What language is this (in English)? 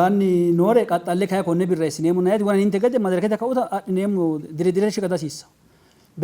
Sidamo